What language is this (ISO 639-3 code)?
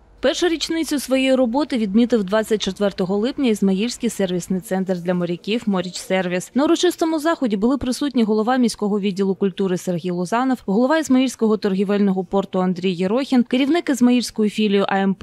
ukr